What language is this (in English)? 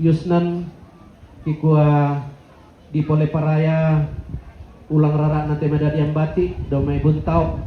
Toraja-Sa'dan